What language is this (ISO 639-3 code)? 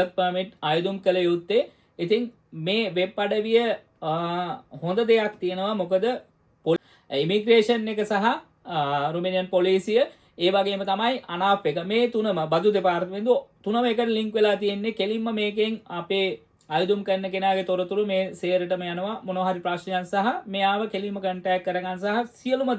sin